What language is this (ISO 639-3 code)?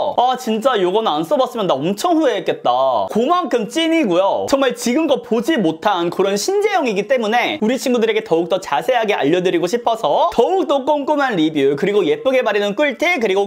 kor